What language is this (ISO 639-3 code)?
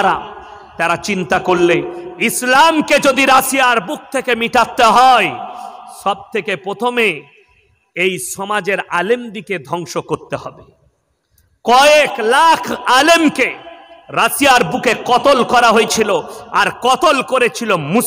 ben